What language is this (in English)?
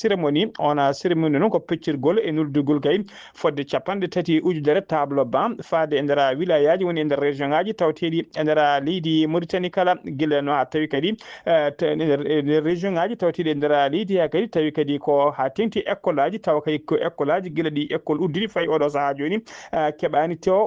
Fula